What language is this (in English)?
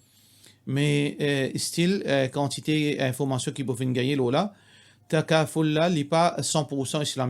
Morisyen